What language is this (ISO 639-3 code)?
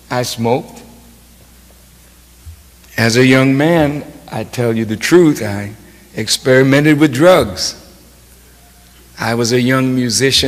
eng